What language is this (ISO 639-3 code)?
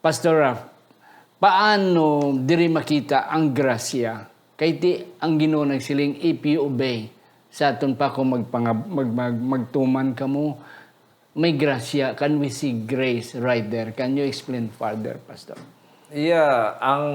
hil